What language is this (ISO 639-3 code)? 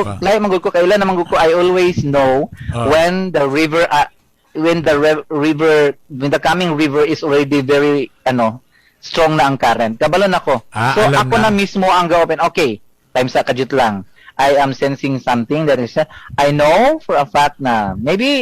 ceb